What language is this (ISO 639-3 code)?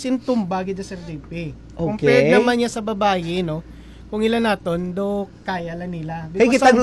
hil